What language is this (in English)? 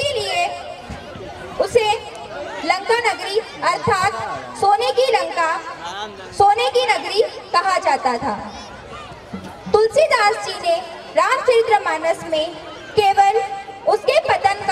Hindi